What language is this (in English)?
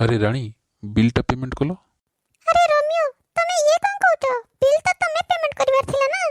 Odia